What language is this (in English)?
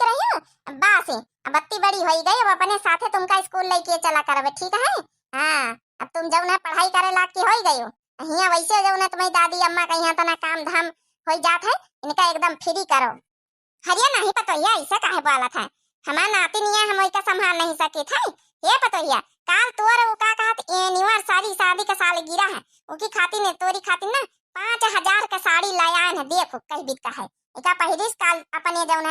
Awadhi